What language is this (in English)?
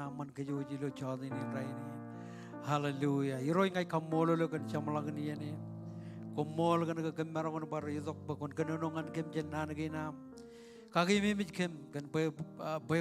Marshallese